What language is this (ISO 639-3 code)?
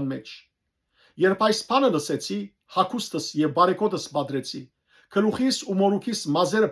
hyw